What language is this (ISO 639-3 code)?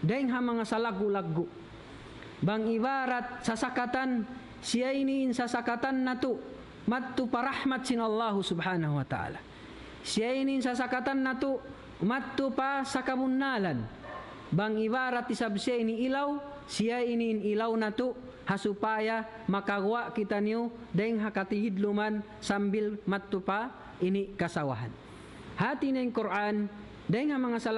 tsg